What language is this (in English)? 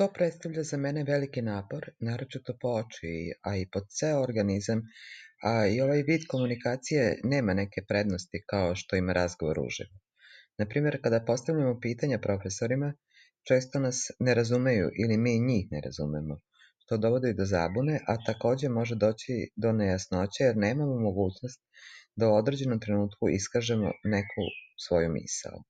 Serbian